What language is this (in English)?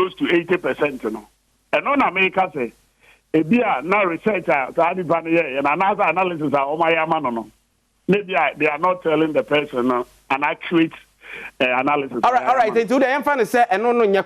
Akan